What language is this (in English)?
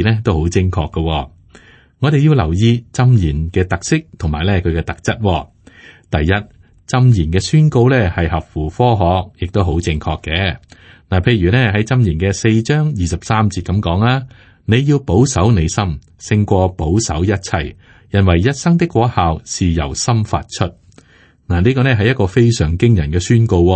Cantonese